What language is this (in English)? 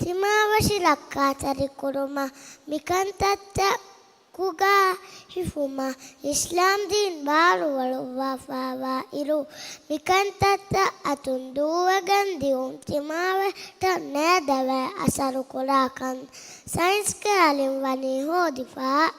Divehi